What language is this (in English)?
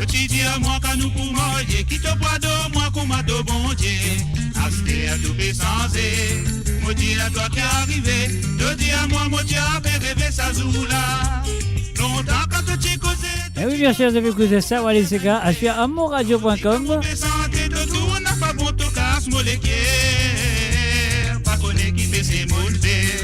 Morisyen